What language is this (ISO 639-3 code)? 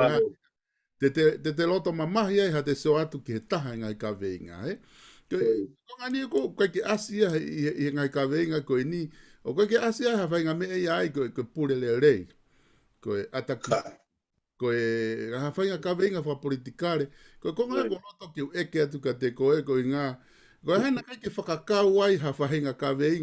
ton